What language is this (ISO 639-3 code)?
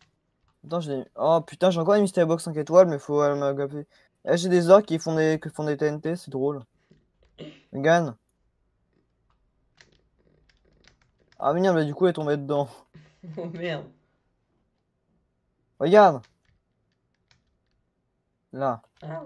fra